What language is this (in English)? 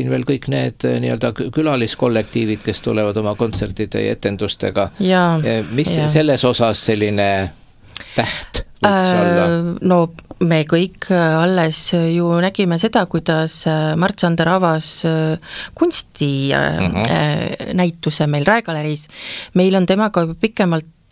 Estonian